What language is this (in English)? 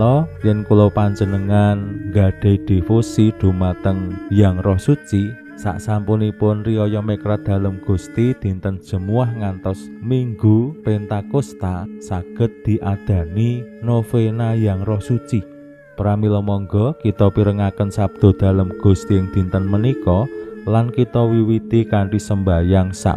Javanese